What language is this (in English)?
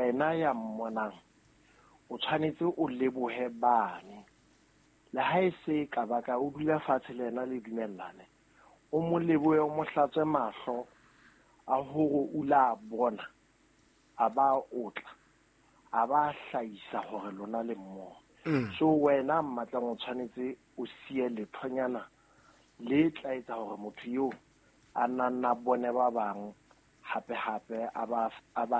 Southern Sotho